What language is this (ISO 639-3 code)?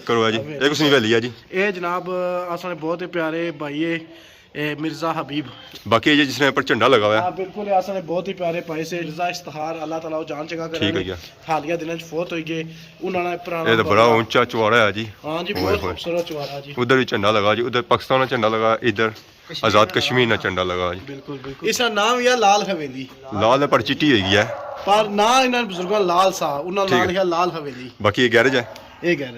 phr